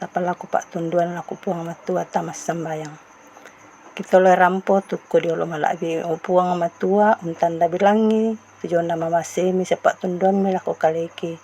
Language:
Toraja-Sa'dan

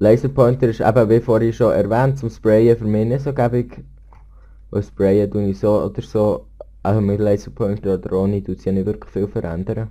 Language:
Swiss German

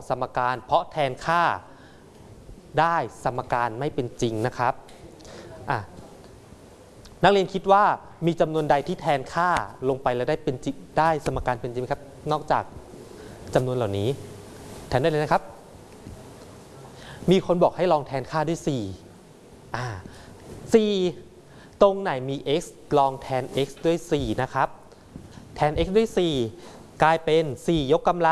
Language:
Thai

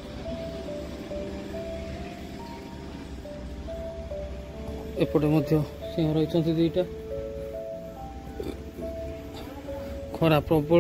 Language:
Odia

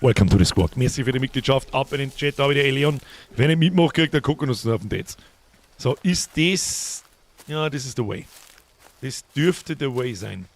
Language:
Bavarian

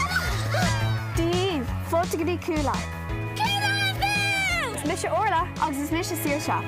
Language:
Irish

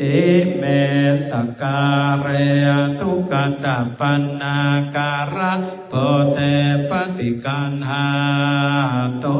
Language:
Pali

